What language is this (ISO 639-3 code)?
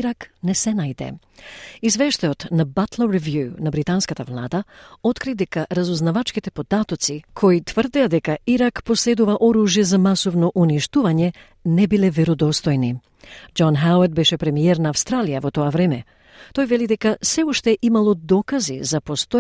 mkd